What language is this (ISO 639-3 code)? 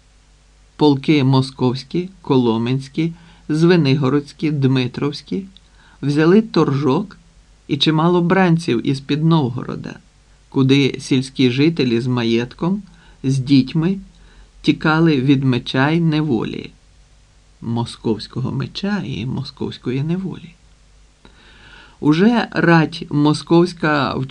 ukr